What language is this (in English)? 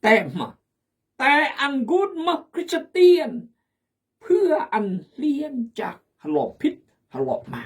Khmu